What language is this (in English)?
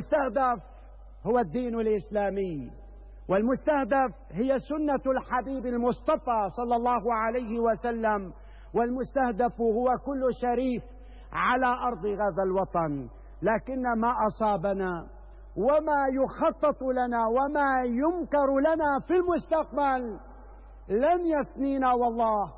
Arabic